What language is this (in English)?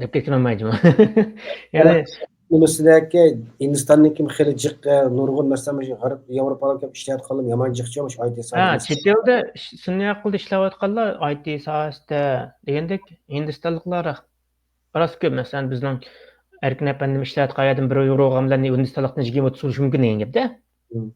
Uyghur